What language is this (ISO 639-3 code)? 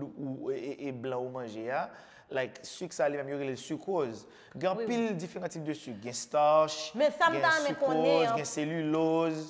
hat